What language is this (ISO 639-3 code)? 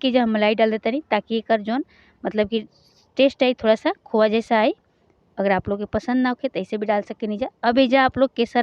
bho